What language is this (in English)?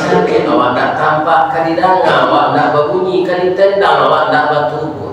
Minangkabau